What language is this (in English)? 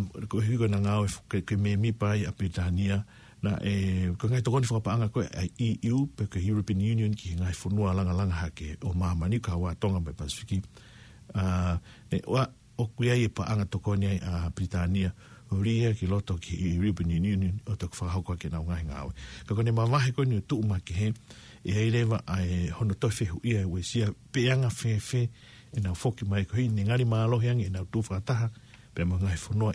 Tongan